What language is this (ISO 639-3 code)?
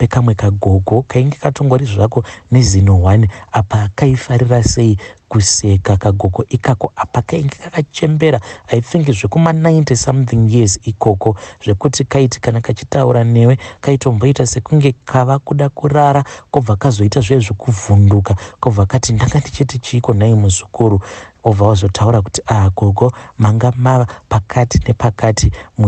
sna